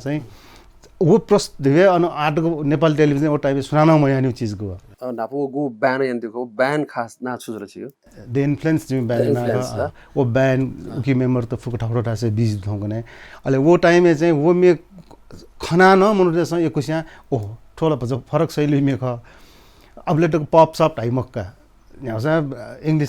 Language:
Newari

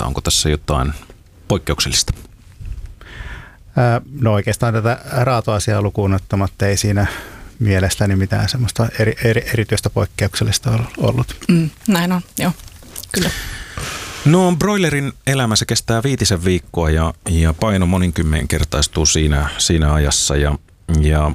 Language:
Finnish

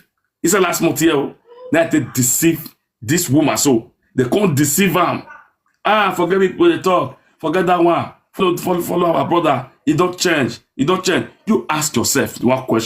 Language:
Nigerian Pidgin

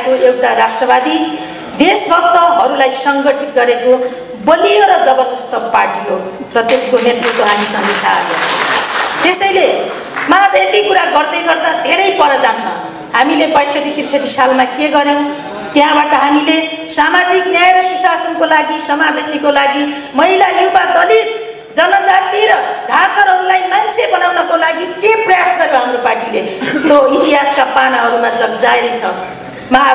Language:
Nepali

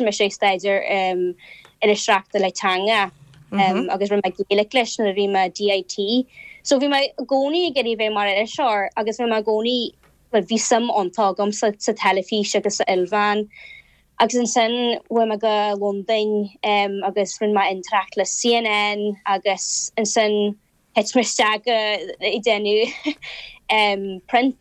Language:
Irish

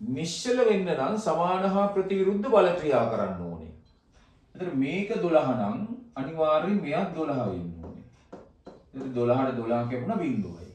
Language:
Sinhala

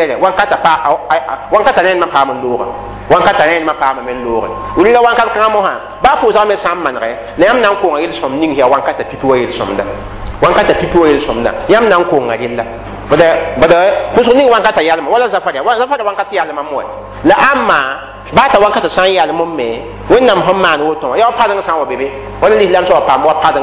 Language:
Mossi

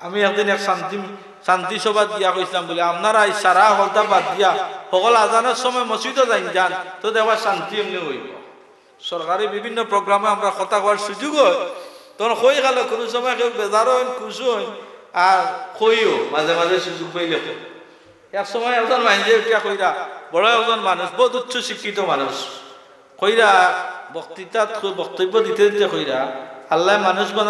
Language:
Sylheti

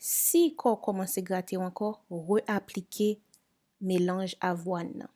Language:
Haitian Creole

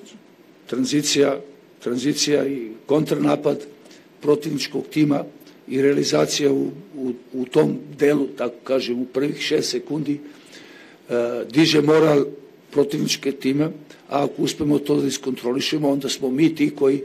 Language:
Serbian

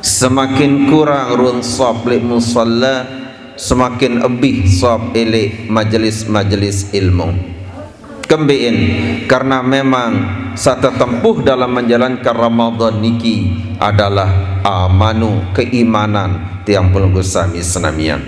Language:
Sasak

